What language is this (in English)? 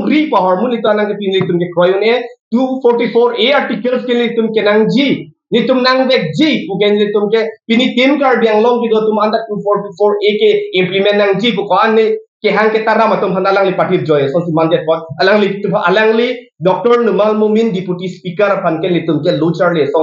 Karbi